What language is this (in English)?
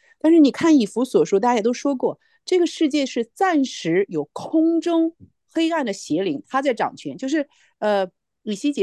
Chinese